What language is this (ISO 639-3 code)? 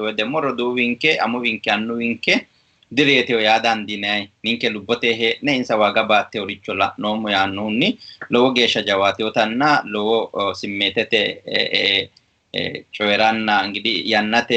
sid